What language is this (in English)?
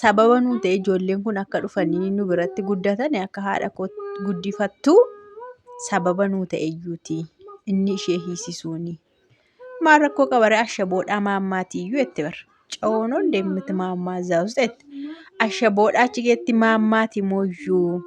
Oromo